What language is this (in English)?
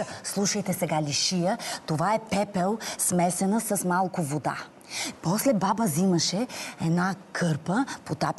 Bulgarian